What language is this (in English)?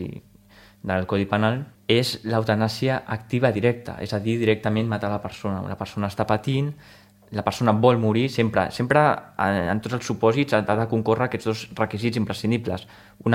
Catalan